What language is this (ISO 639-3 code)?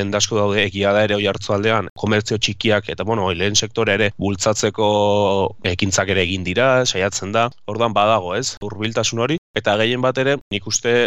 eus